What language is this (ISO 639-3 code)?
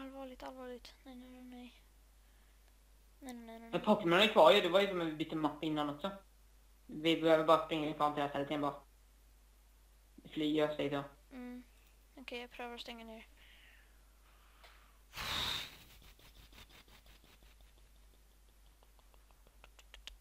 swe